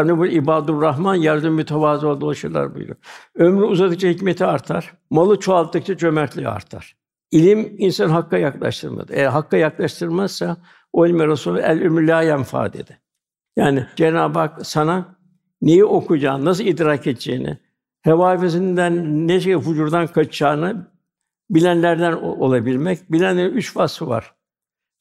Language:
Turkish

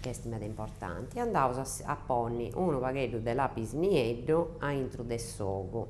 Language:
Sardinian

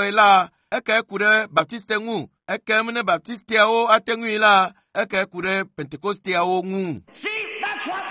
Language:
Ewe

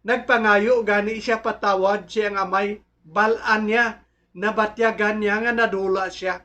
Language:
Hiligaynon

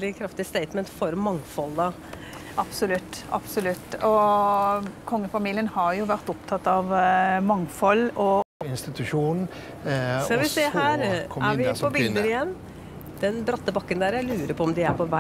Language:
Norwegian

